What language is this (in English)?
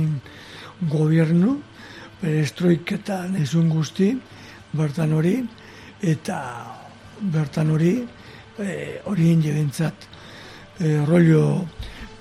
Basque